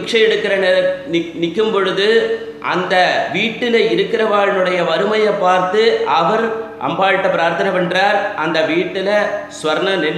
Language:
Tamil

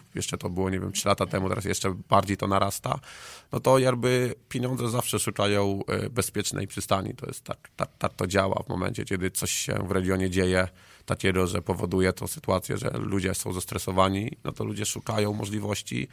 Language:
Polish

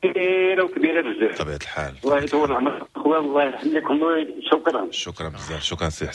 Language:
Moroccan Arabic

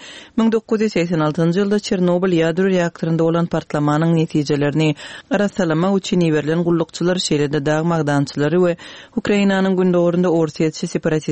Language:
Turkmen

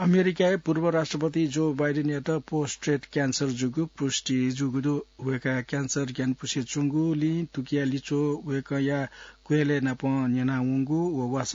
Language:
Newari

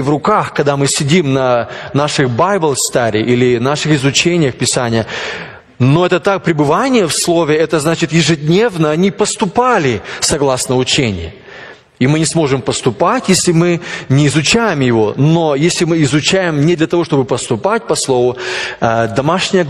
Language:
Russian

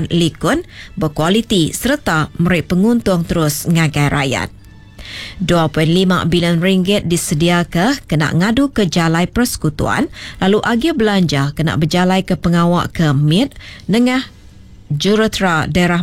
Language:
Iban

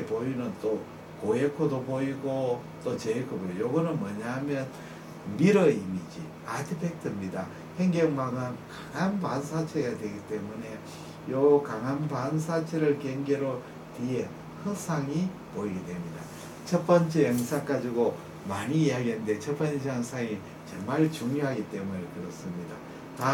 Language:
Korean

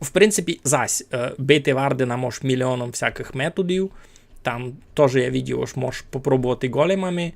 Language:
Rusyn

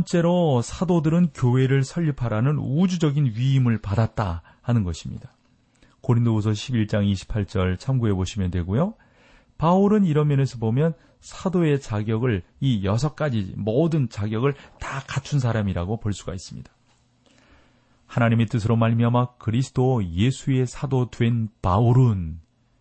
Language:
Korean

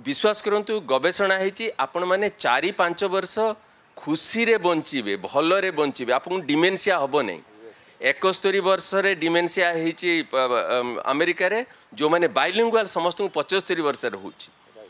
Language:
Odia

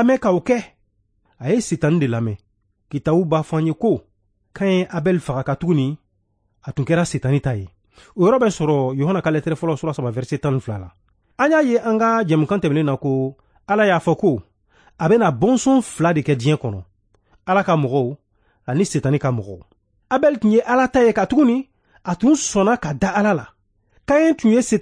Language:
Bambara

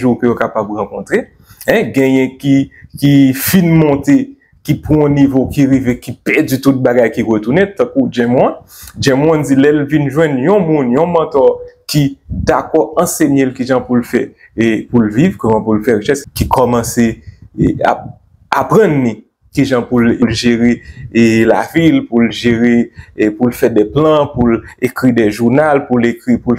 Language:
Haitian Creole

